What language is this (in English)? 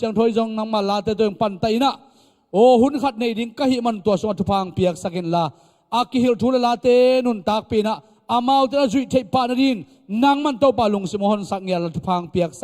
Tedim Chin